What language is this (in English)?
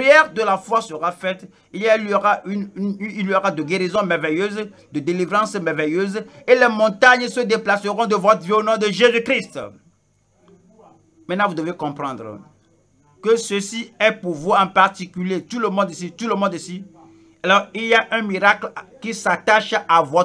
French